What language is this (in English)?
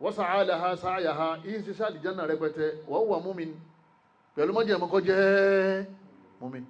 Yoruba